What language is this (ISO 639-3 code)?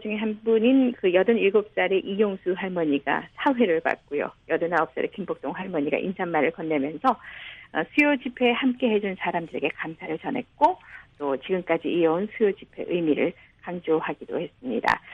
kor